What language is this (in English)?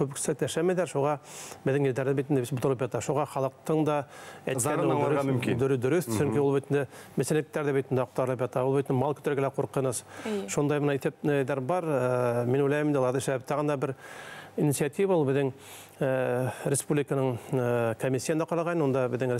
Bashkir